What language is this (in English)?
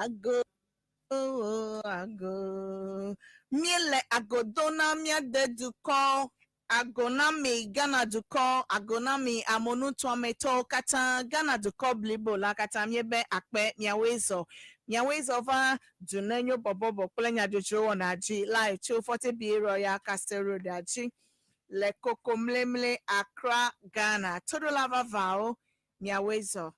Ewe